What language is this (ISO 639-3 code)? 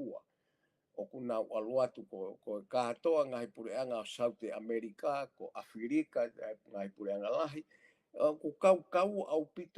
ton